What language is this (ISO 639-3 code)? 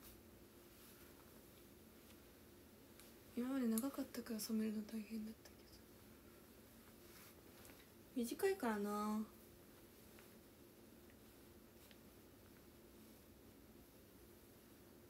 jpn